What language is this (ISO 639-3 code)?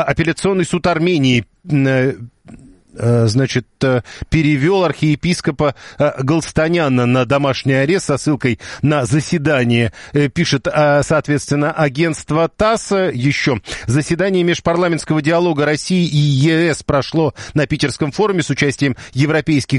rus